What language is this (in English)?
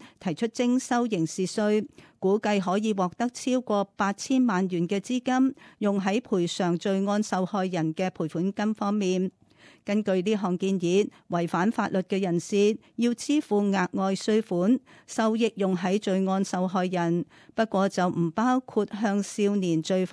Cantonese